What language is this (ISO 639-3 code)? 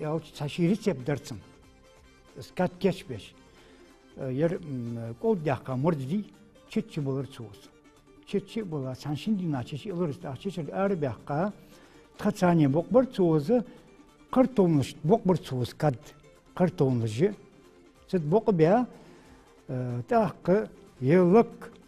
inh